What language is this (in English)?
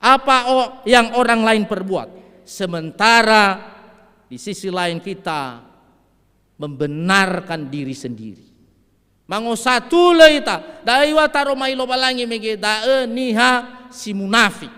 Nias